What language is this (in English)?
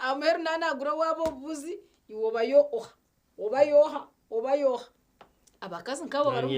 Nyankole